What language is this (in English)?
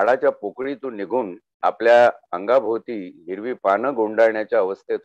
Marathi